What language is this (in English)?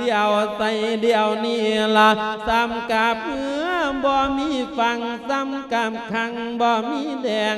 Lao